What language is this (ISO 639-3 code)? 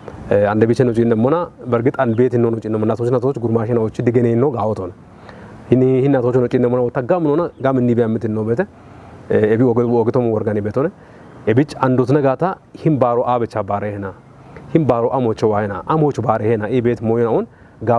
kbr